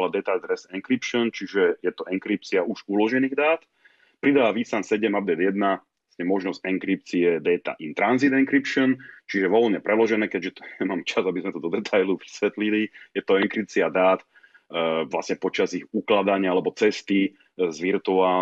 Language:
Slovak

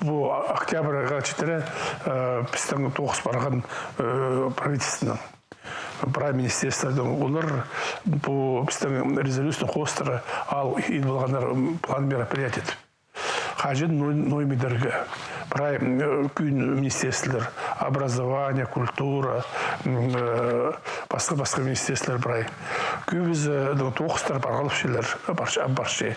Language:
Khakas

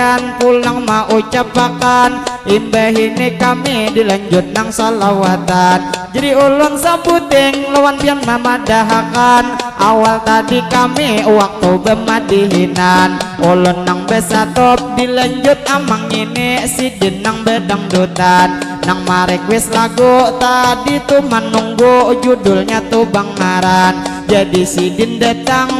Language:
Banjar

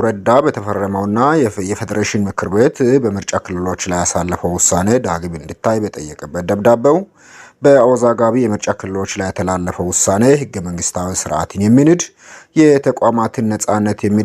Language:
Amharic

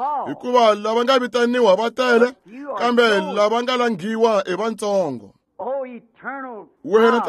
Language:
Tsonga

